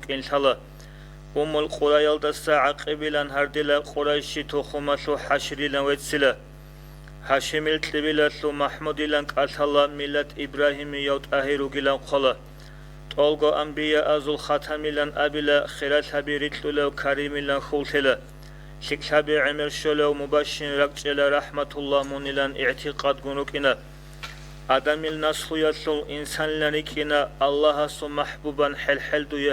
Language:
Avaric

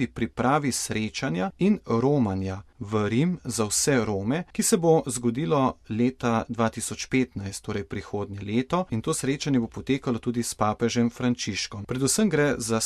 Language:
Slovenian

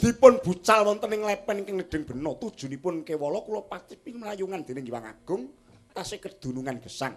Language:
Javanese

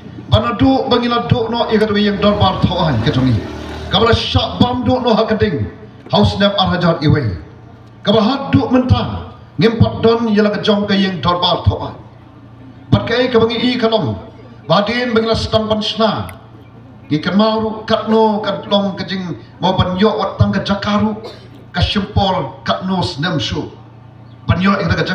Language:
Khasi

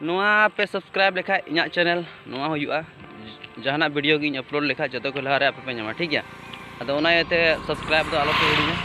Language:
Santali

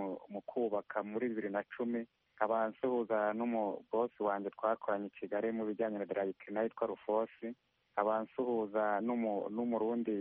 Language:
Kinyarwanda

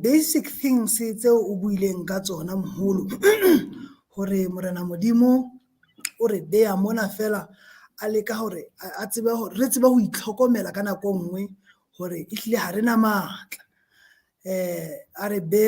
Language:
Southern Sotho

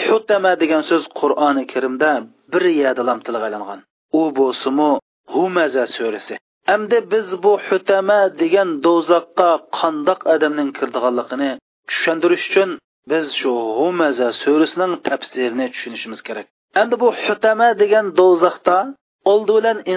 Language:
Uyghur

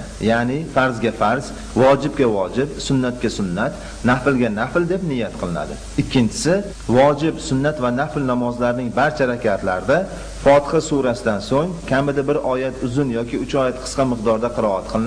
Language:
Uzbek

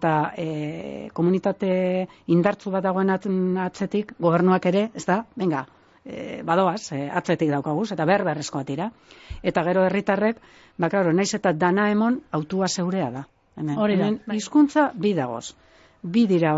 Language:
Basque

